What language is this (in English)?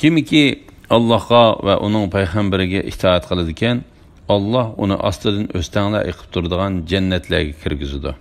Uyghur